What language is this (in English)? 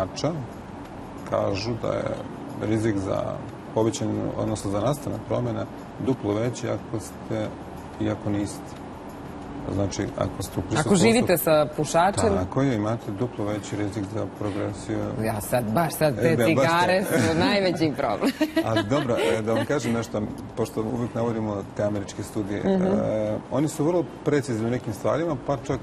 Serbian